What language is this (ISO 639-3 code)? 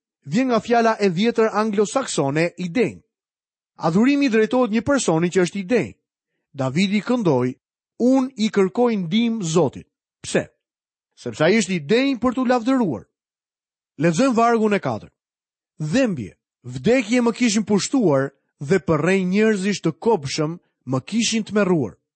sqi